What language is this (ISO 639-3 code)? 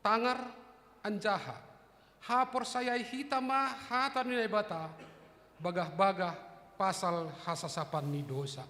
bts